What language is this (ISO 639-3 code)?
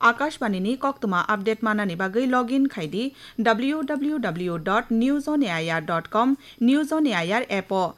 trp